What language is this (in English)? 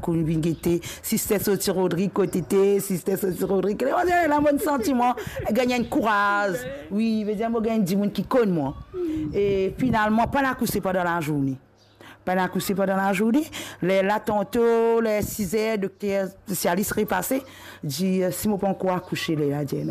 Morisyen